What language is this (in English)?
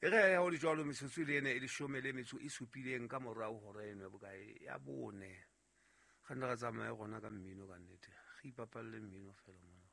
Southern Sotho